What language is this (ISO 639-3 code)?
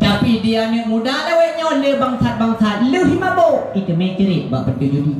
ace